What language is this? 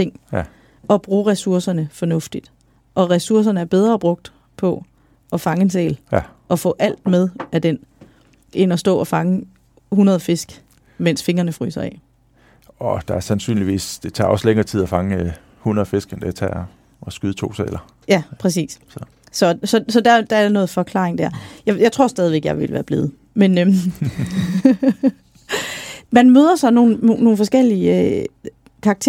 Danish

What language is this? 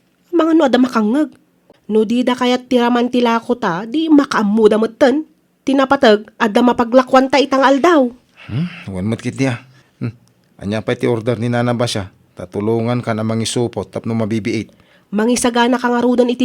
Iloko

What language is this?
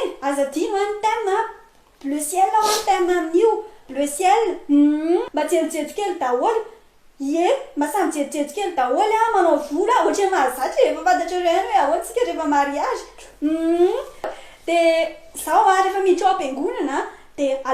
Malagasy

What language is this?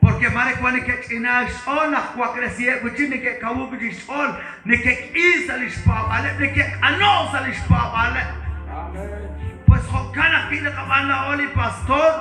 Kekchí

